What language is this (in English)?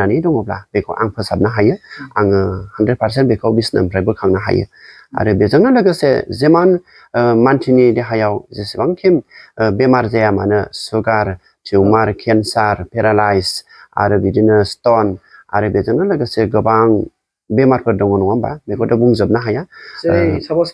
Bodo